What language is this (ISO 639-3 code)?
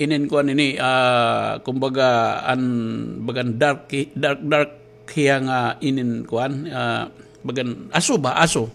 war